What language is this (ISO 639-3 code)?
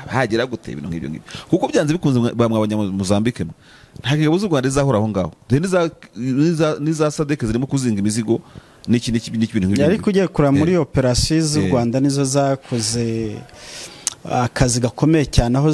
kin